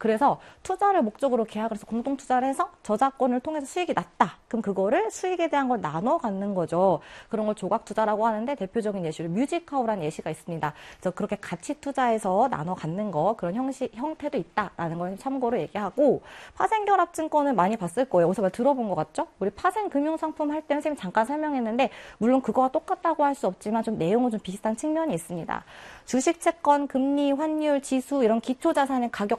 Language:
Korean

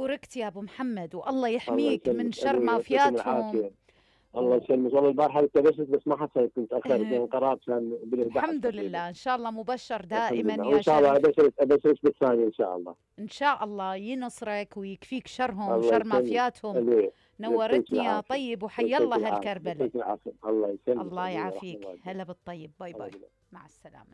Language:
Mesopotamian Arabic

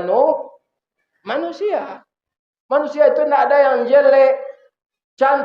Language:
Minangkabau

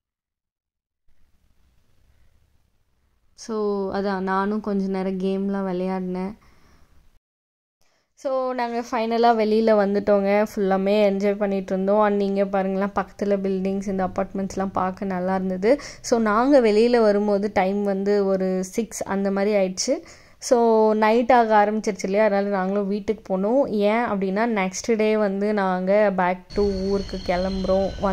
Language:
Tamil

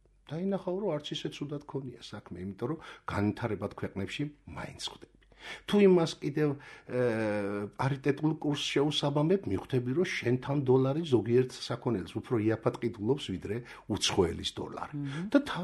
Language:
Georgian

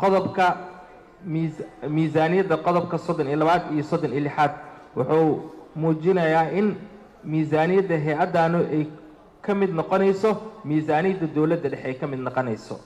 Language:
Somali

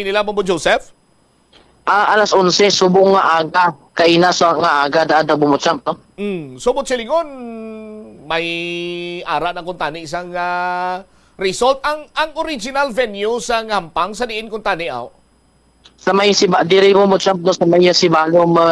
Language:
Hiligaynon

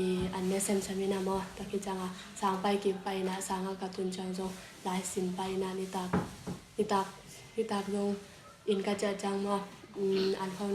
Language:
Tedim Chin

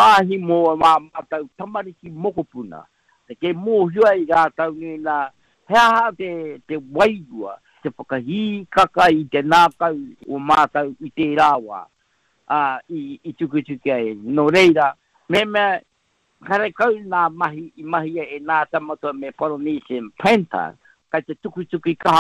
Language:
Māori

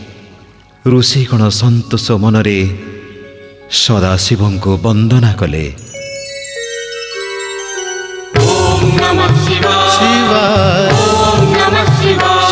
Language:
Odia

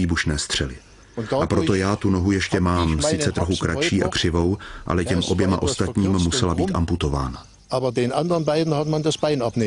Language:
Czech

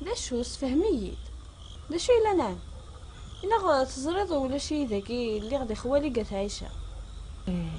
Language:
Kabyle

